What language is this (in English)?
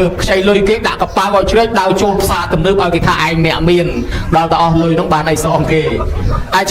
Khmer